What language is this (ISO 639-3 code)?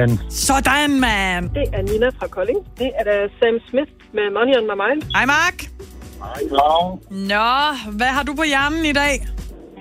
dan